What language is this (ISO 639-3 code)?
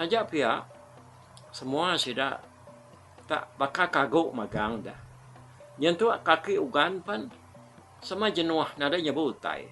iba